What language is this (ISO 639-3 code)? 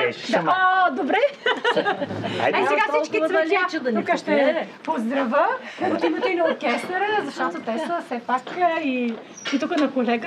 bul